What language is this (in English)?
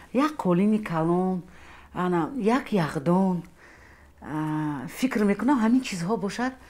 Tajik